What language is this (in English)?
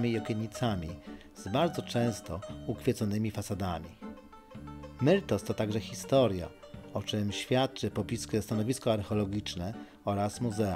Polish